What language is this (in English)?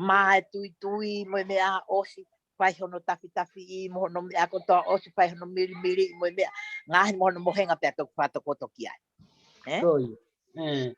Tongan